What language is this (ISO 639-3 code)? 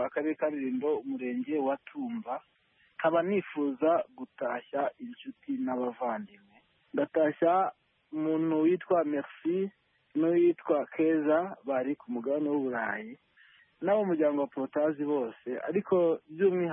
kin